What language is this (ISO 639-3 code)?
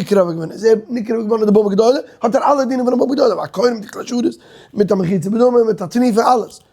yid